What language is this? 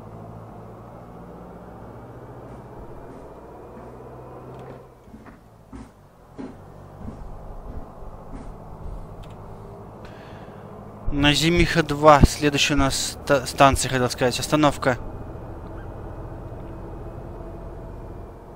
Russian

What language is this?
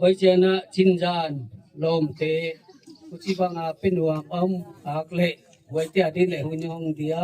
Gangte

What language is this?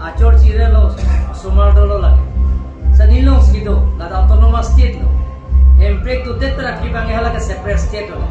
Karbi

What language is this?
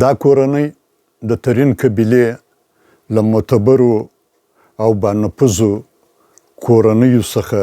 Pashto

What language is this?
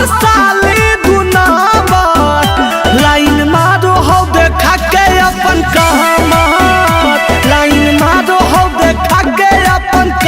Magahi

